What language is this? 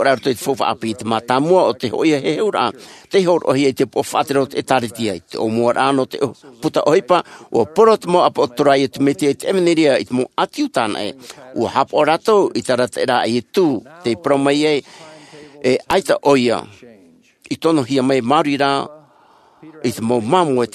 Tahitian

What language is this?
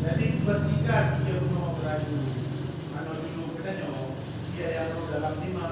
Achinese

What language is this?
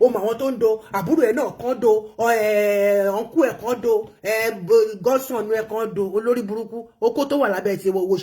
Yoruba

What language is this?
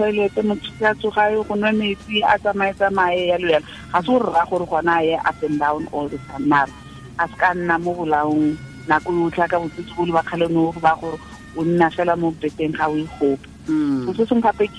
Tswana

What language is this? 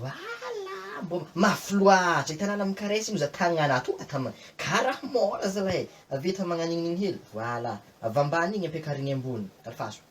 Malagasy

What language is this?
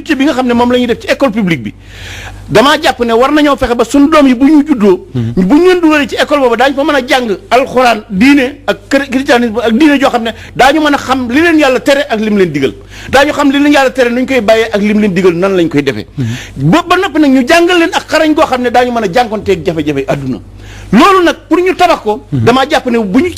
Wolof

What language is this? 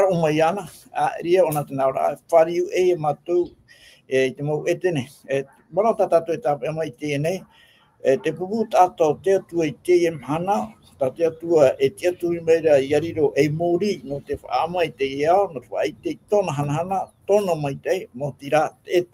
Tahitian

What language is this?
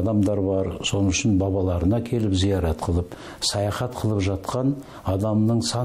Kazakh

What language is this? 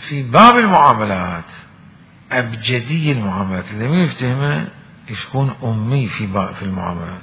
Mesopotamian Arabic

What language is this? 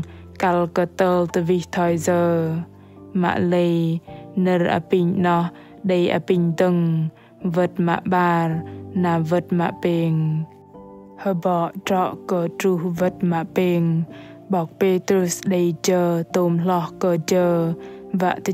Bahnar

